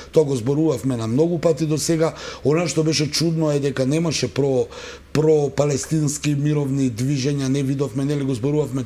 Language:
Macedonian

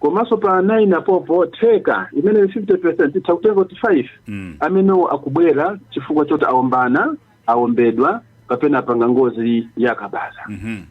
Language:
Nyanja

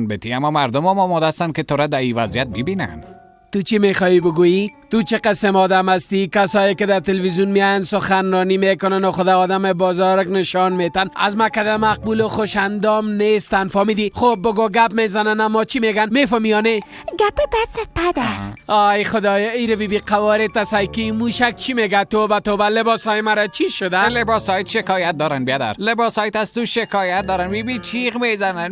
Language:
Persian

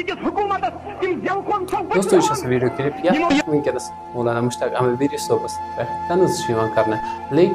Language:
Kashmiri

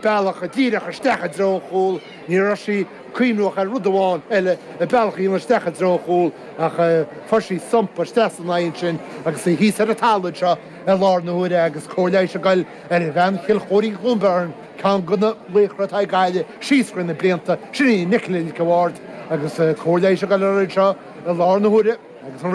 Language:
Irish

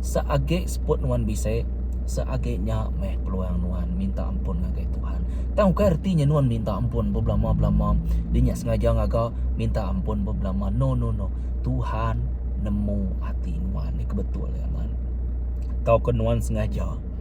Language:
Iban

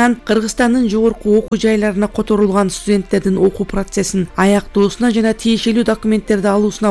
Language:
Kyrgyz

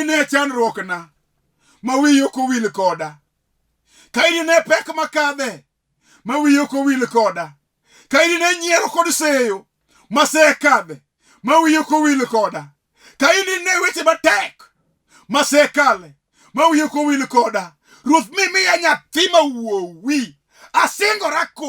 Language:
Luo (Kenya and Tanzania)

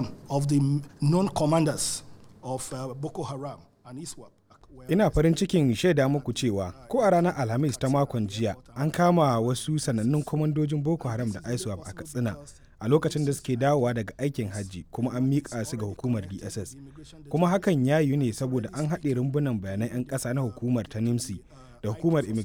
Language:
Hausa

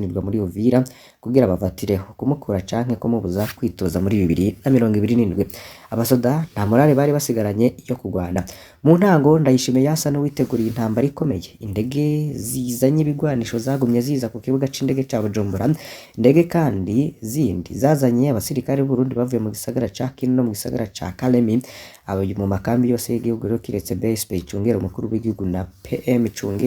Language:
Rundi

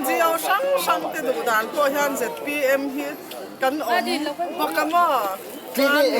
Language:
Mizo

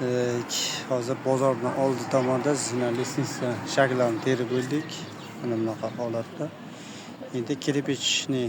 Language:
Uzbek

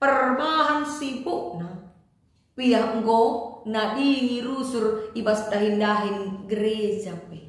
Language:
Batak Karo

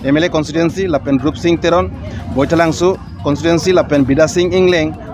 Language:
Karbi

